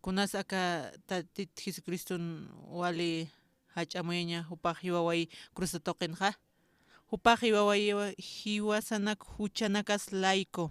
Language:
Aymara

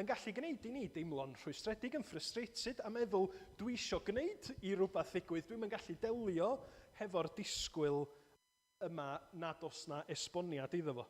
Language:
Welsh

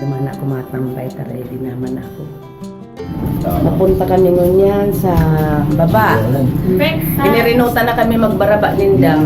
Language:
Bikol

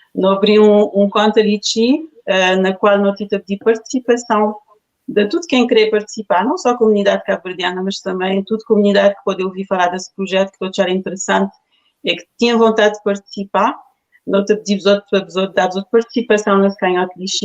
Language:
Kabuverdianu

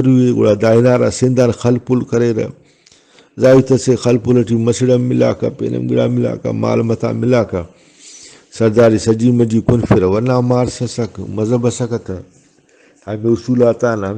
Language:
Brahui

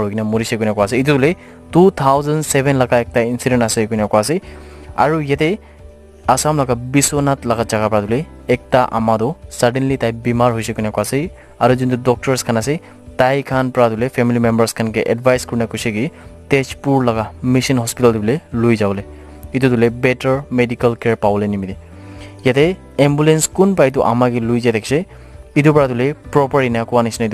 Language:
Naga Pidgin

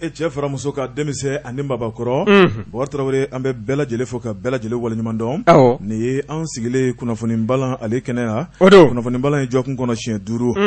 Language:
Bambara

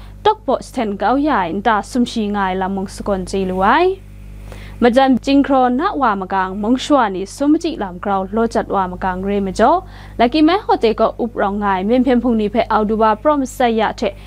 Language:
Kachin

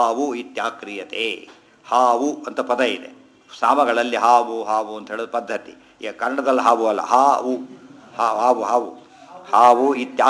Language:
Kannada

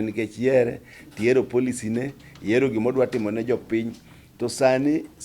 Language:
Luo (Kenya and Tanzania)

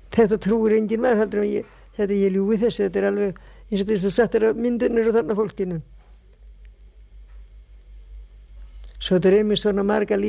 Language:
Icelandic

